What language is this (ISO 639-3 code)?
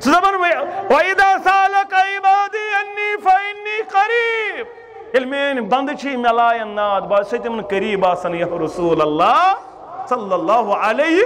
kas